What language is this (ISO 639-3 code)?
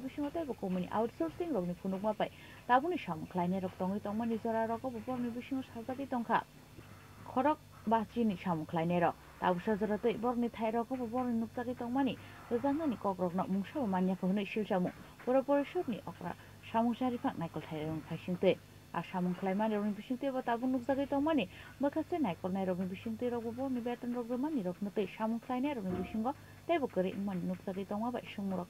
trp